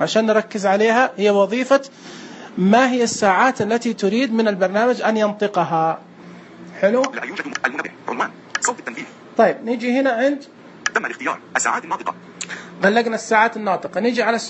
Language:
Najdi Arabic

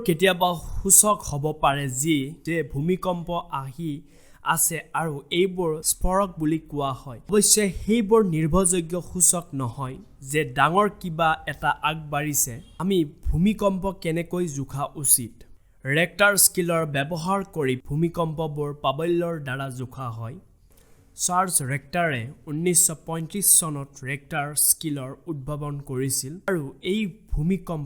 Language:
Assamese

